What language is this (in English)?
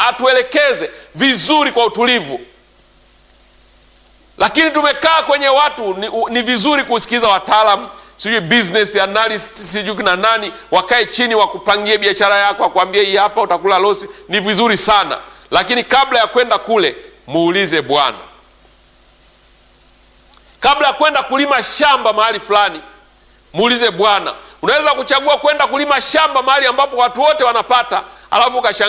Swahili